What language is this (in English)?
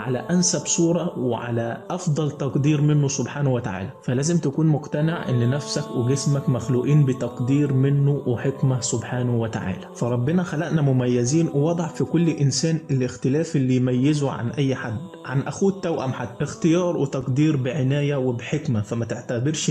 Egyptian Arabic